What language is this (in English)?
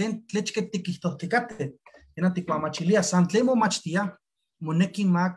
Eastern Huasteca Nahuatl